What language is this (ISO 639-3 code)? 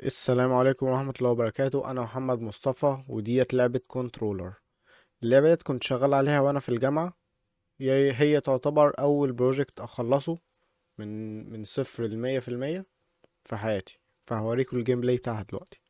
arz